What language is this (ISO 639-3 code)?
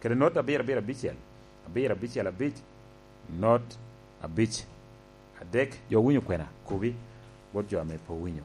laj